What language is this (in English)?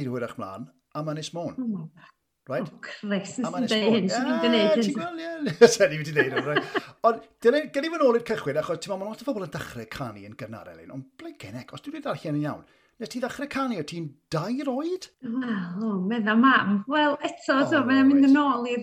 Welsh